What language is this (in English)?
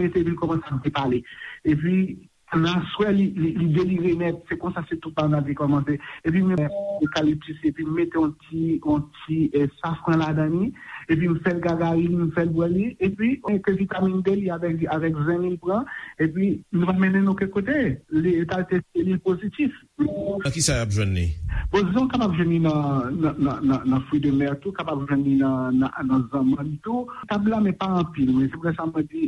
Haitian Creole